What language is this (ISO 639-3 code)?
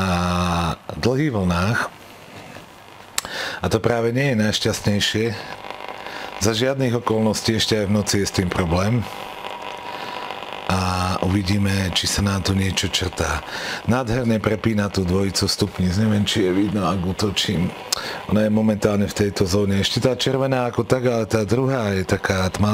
slk